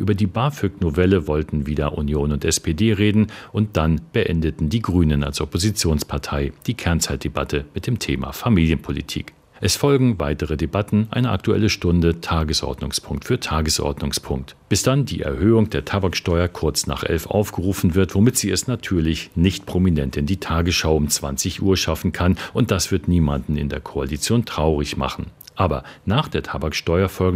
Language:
German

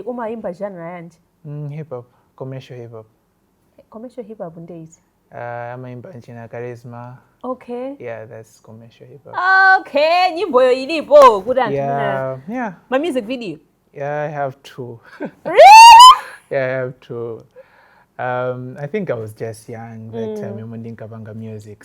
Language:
Nyanja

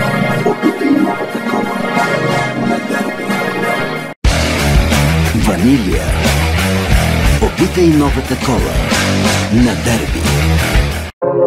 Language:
Bulgarian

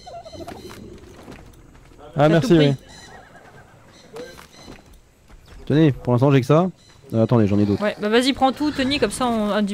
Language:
French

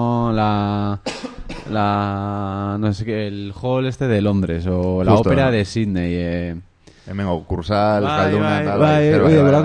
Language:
Basque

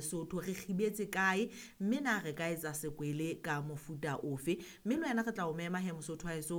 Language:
Southern Sotho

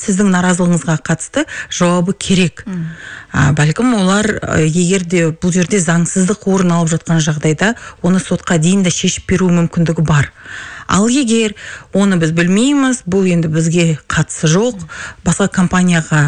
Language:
Kazakh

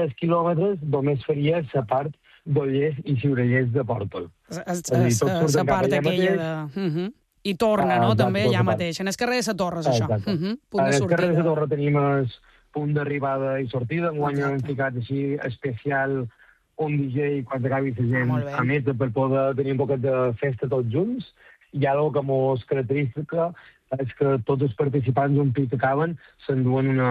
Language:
Catalan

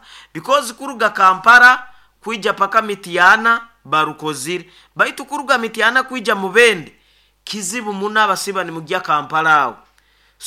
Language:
Nyoro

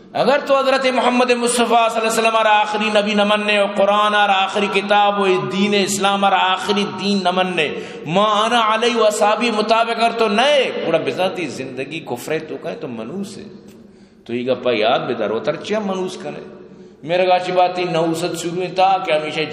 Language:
Eastern Balochi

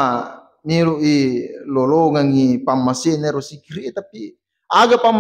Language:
Buginese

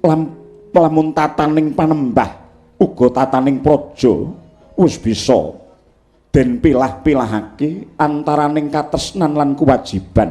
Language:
Javanese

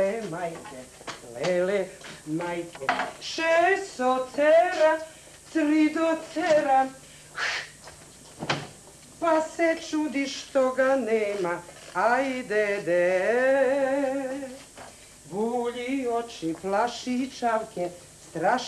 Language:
Serbian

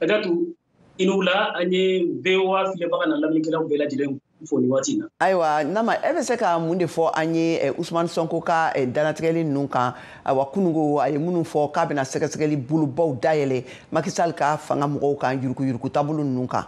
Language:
Bambara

